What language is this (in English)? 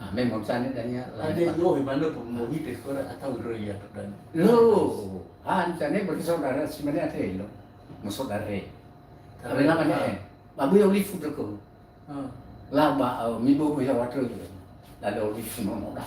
Nias